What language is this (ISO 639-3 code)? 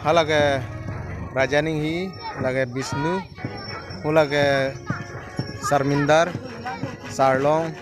mjw